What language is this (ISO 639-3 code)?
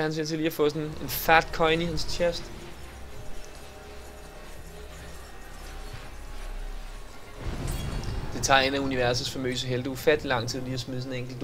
dan